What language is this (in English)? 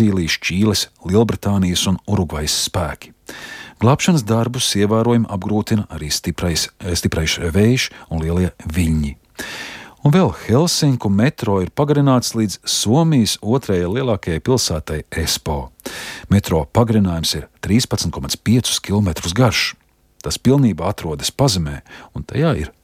Latvian